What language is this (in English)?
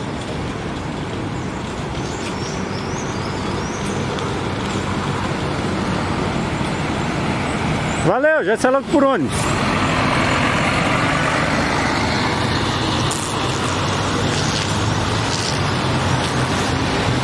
Portuguese